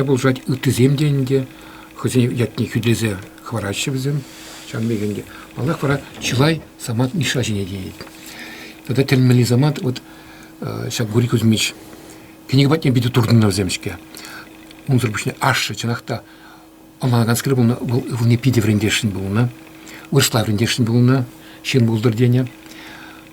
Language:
Chuvash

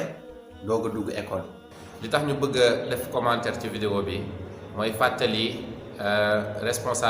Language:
Wolof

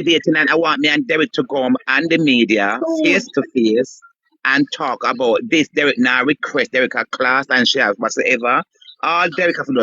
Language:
Jamaican Creole English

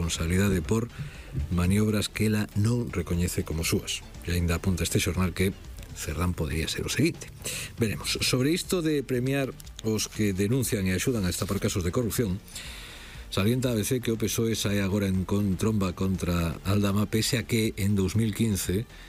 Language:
Galician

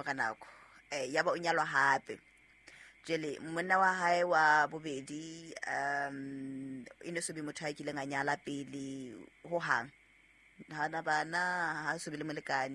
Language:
Southern Sotho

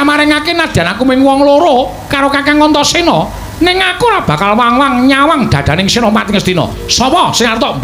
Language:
Javanese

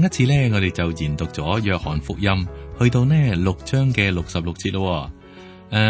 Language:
Cantonese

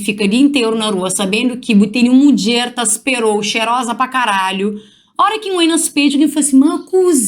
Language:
Kabuverdianu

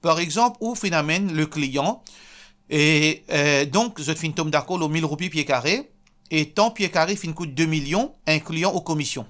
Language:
Morisyen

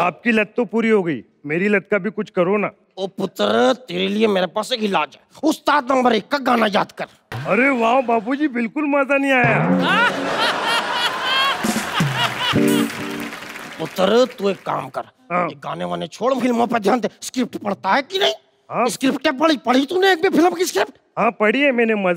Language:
Hindi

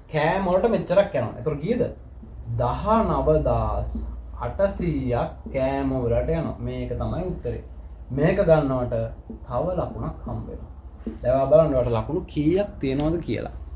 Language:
Sinhala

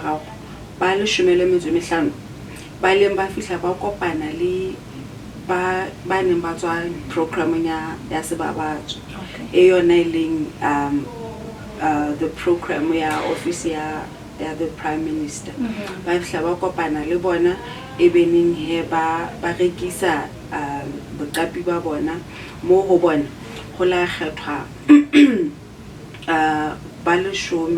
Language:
Southern Sotho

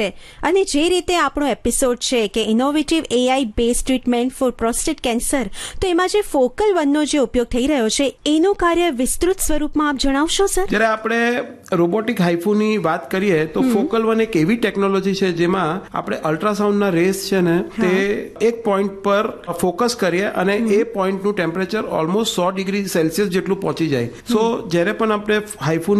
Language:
Gujarati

